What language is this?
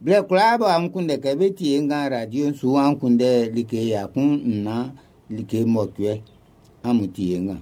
Baoulé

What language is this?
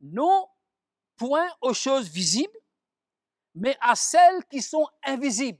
Morisyen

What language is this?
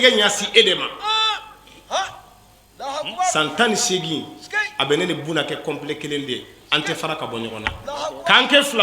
Bambara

